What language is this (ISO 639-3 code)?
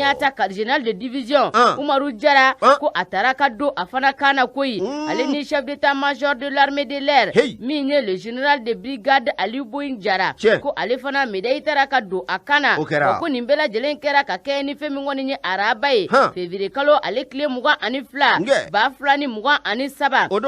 bam